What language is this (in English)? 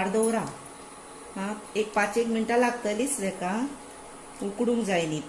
Konkani